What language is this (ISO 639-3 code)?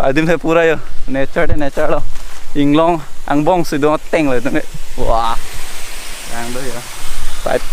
mjw